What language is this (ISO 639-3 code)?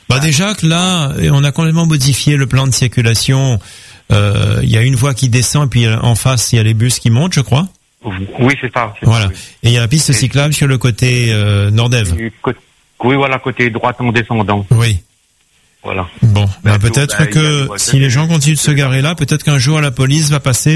fra